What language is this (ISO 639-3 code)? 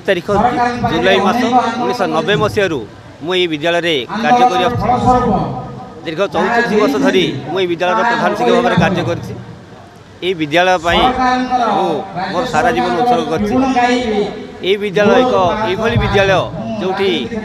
ori